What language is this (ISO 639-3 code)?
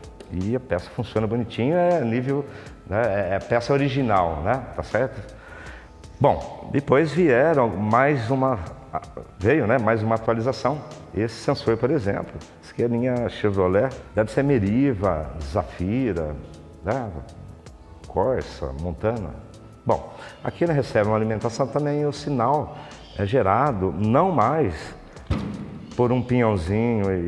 por